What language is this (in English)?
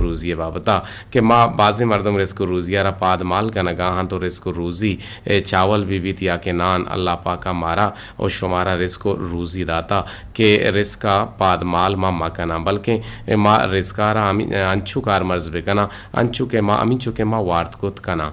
Eastern Balochi